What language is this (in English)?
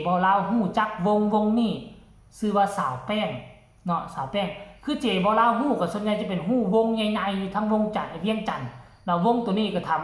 Lao